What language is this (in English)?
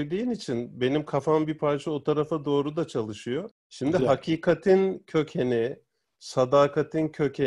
Turkish